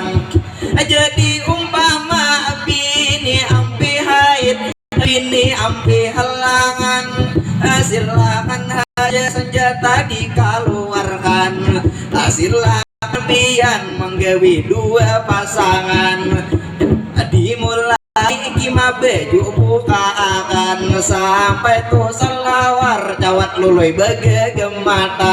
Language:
Banjar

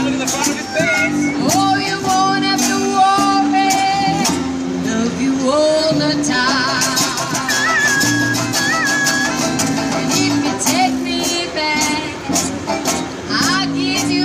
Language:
English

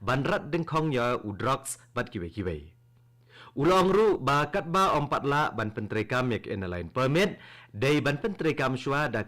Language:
Khasi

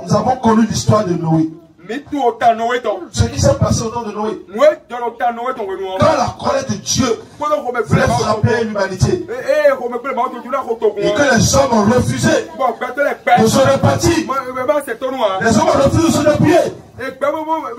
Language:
French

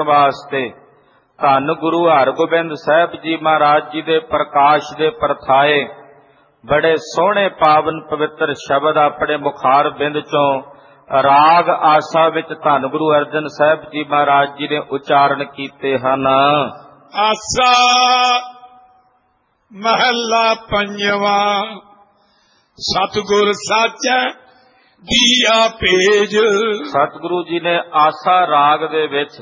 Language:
Punjabi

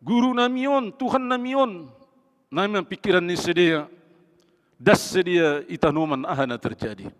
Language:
Batak Simalungun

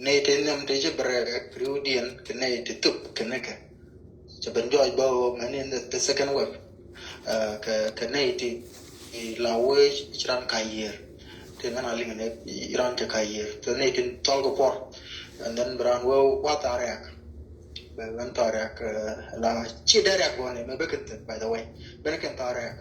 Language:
Nuer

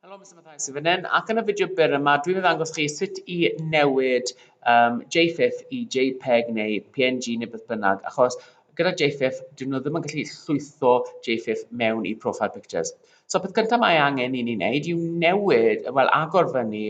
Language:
Welsh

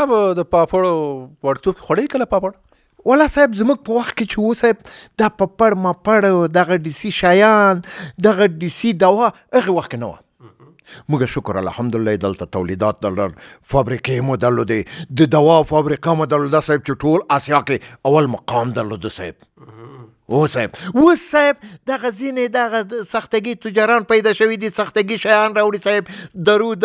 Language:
Pashto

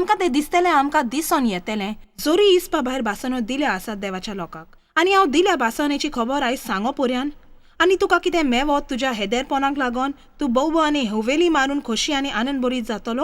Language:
Konkani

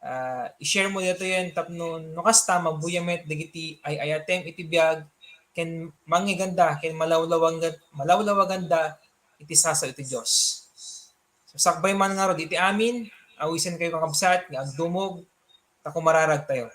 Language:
Iloko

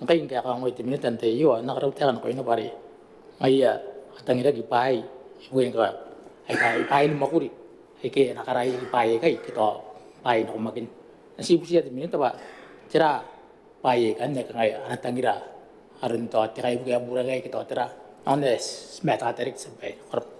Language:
Gilbertese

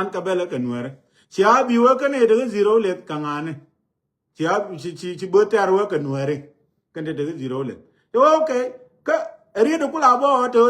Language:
Nuer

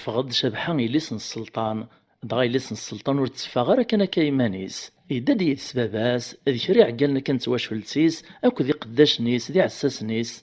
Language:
Kabyle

